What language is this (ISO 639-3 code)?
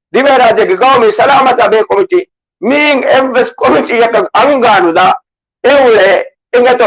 div